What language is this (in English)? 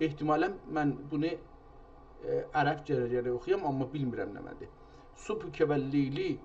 South Azerbaijani